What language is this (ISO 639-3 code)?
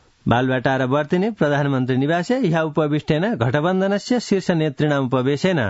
san